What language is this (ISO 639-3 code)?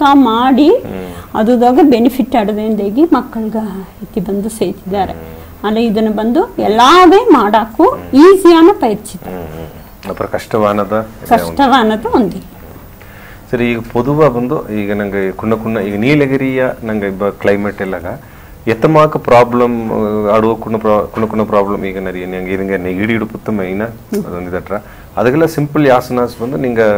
bfq